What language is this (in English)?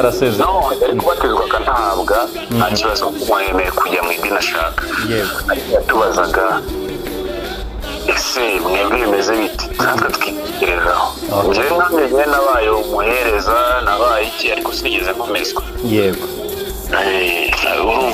Kinyarwanda